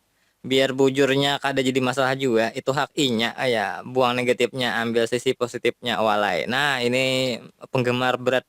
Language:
Banjar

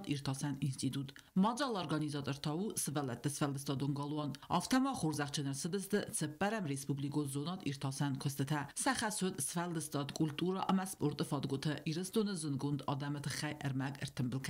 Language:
Ossetic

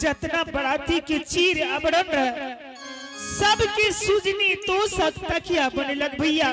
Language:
Angika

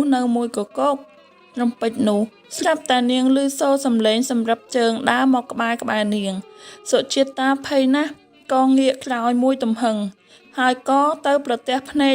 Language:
Khmer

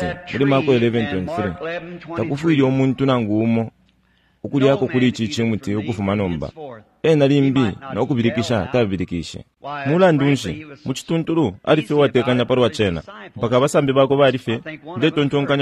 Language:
Bemba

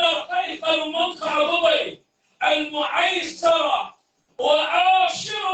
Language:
Maranao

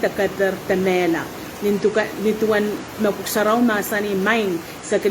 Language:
Pohnpeian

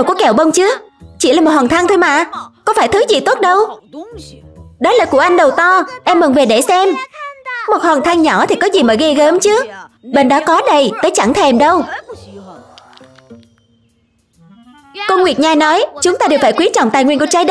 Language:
Vietnamese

